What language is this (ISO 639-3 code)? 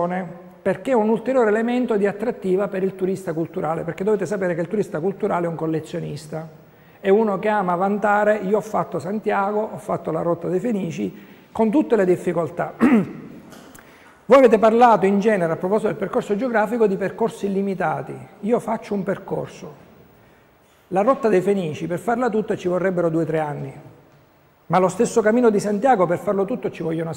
ita